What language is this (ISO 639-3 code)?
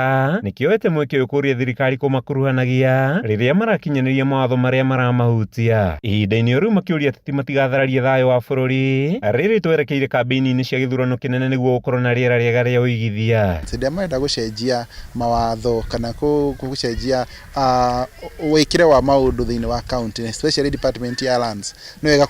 kik